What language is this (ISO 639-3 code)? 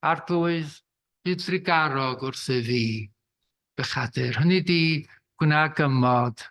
cym